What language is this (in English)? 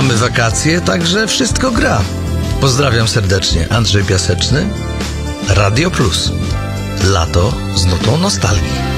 Polish